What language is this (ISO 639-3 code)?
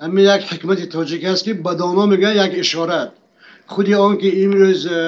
tgk